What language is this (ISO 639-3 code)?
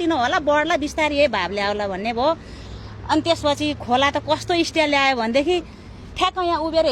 nep